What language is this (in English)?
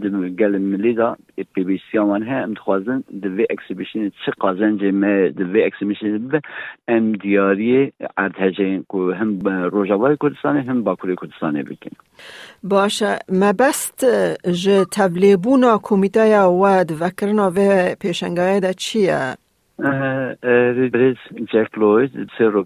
Kurdish